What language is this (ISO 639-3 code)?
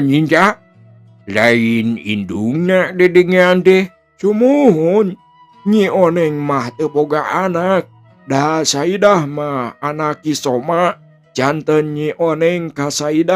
sun